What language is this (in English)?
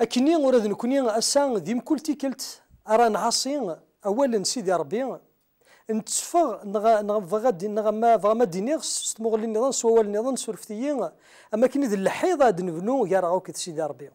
Kabyle